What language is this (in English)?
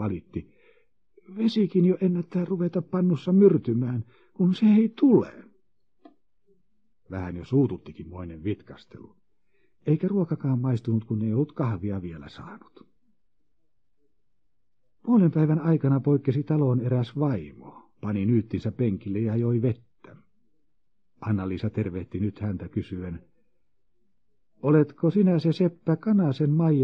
Finnish